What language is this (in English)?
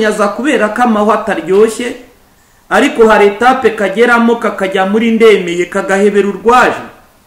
Kinyarwanda